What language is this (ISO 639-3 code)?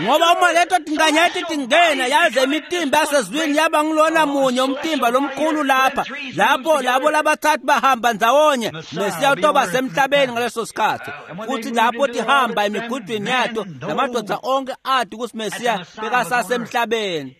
ssw